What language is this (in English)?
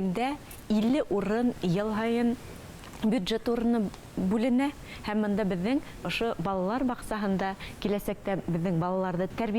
Bashkir